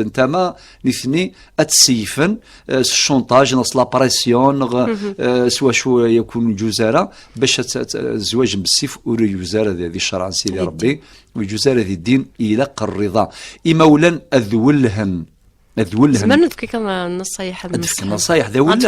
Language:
Kabyle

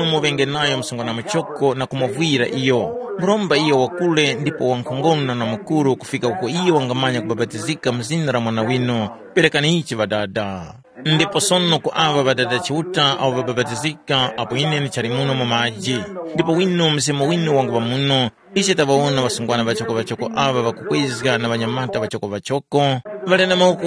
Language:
Tumbuka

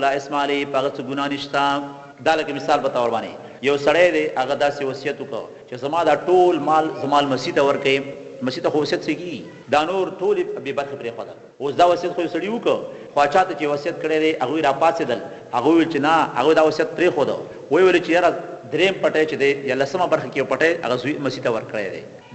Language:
Pashto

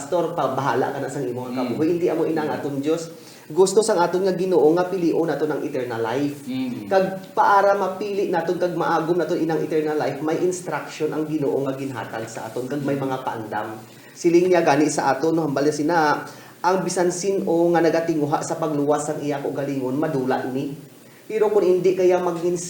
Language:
Hiligaynon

